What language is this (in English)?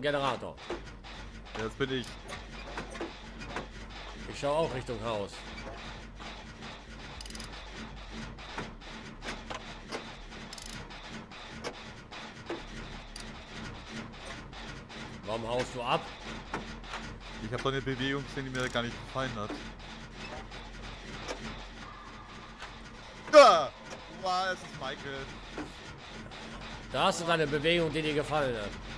German